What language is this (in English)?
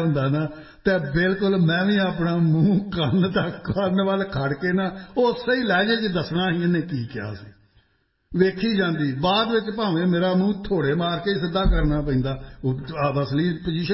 Punjabi